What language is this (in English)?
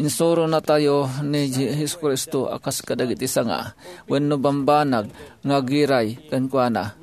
Iloko